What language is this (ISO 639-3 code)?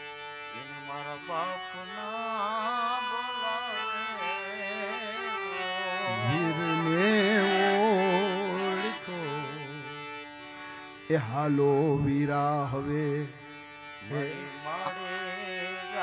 guj